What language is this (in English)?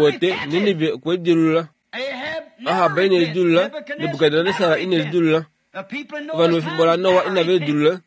Kuanyama